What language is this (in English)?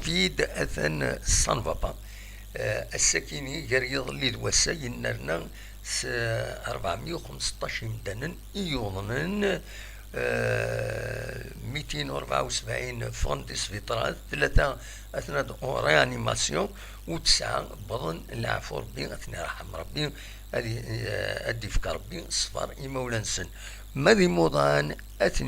Kabyle